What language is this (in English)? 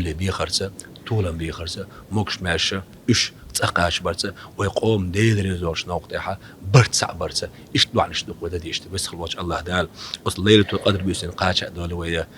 Chechen